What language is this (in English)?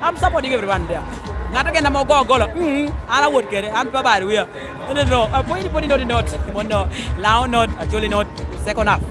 Lango (Uganda)